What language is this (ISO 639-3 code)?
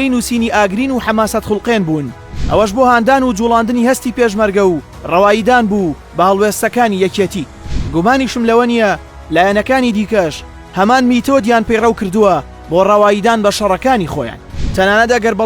ckb